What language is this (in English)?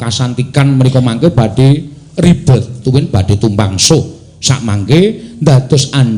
Javanese